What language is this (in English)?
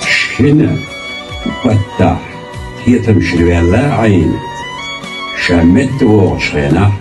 Chechen